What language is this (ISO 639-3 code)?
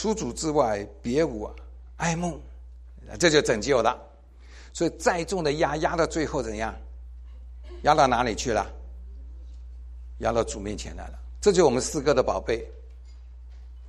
zho